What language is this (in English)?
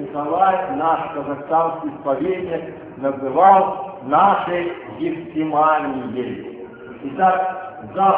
Russian